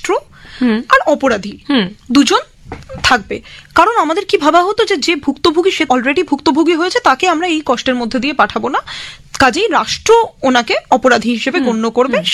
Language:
Bangla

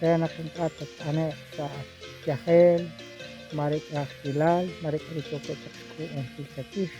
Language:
Kekchí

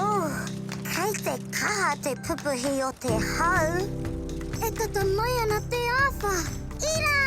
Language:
Māori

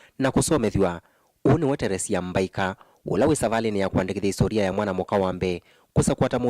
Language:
Kamba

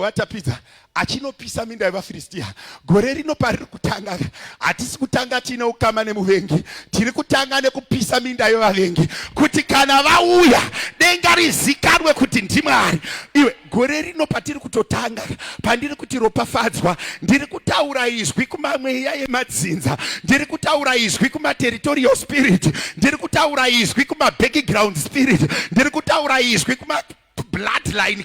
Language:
Shona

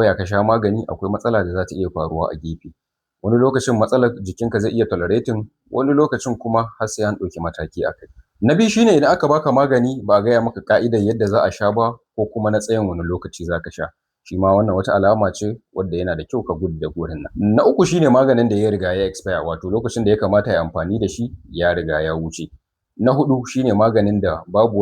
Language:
Hausa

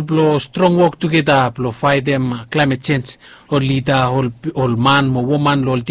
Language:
Bislama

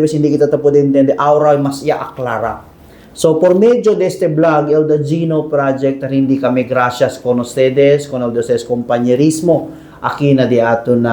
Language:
Chavacano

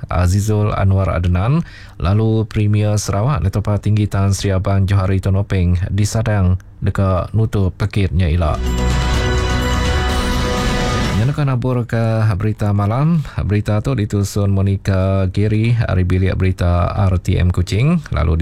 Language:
Iban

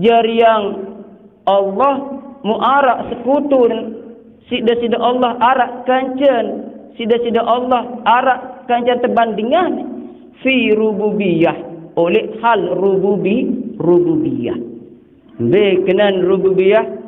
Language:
Sasak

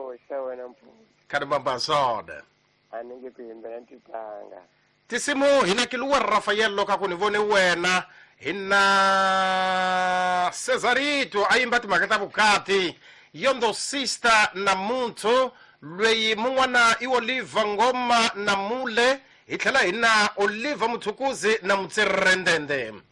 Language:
Tsonga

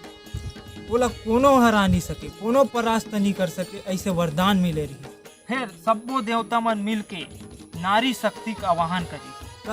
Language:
Chhattisgarhi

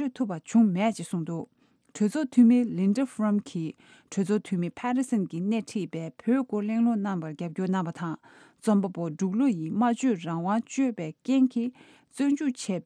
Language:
Tibetan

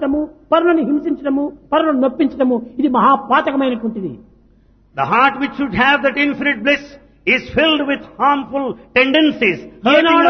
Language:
Telugu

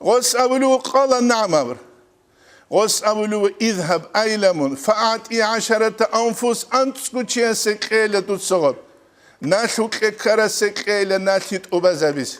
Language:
Avaric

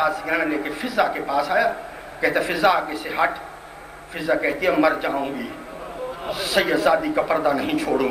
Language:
Urdu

